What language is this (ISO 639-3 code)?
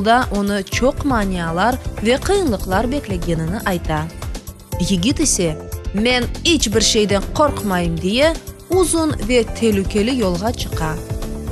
crh